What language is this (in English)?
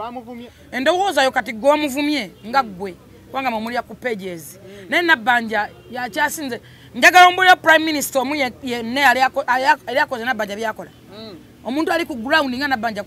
Ganda